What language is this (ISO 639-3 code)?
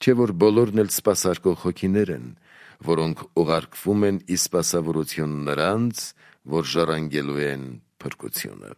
hye